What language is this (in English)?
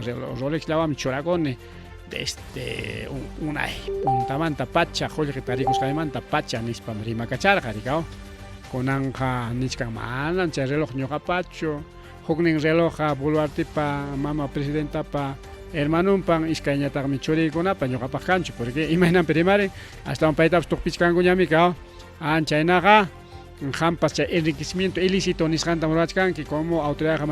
Ayacucho Quechua